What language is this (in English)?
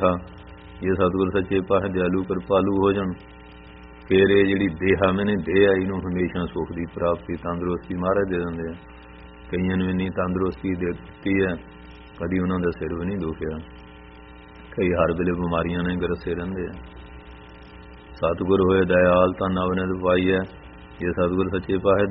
Punjabi